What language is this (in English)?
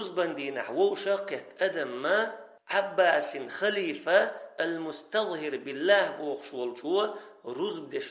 Chechen